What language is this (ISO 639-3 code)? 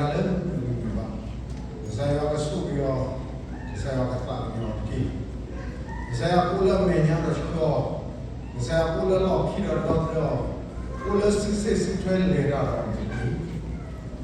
ksw